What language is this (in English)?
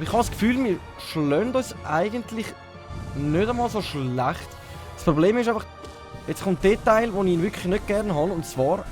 Swiss German